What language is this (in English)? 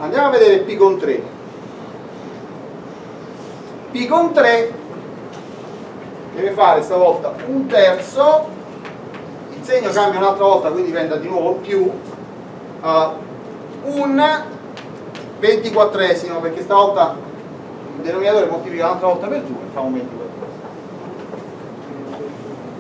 Italian